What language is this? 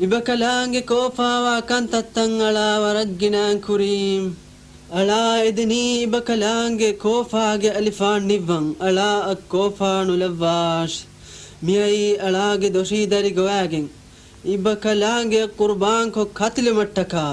Divehi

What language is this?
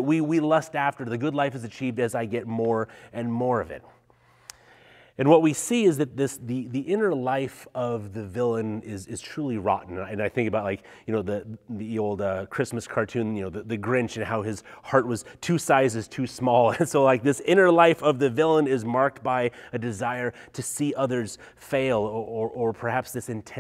English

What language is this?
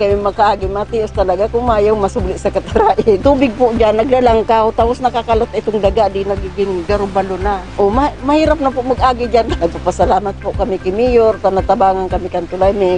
Bikol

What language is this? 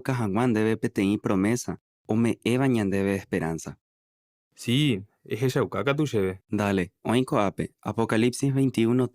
Guarani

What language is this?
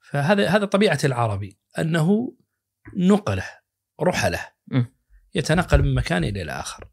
Najdi Arabic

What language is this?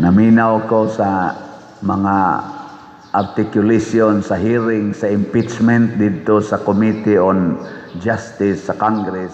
Cebuano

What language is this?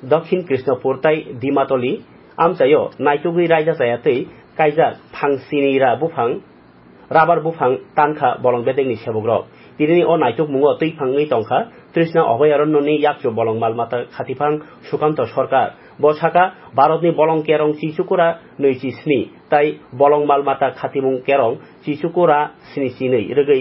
Kok Borok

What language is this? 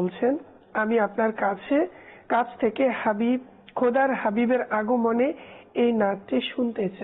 Bangla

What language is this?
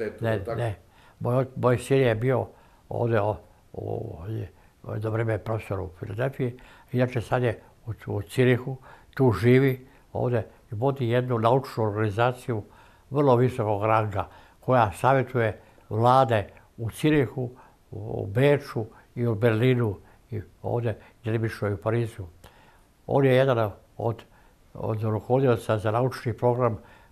Serbian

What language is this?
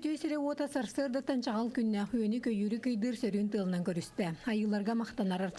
Yakut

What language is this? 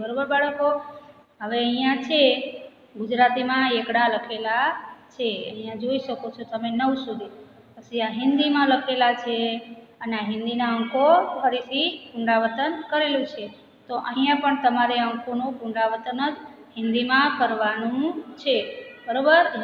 Gujarati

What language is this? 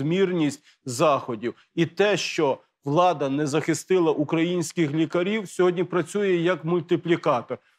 Ukrainian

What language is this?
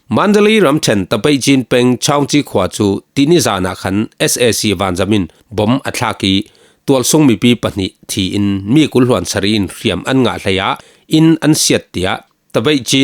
Falam Chin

